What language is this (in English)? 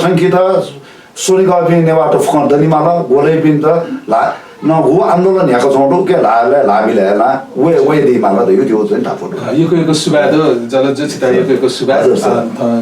Newari